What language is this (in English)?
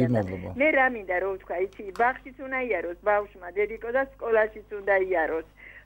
Georgian